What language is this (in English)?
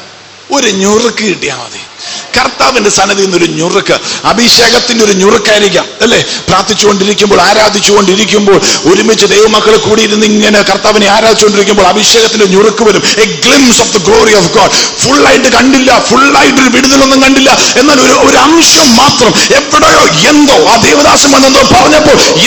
Malayalam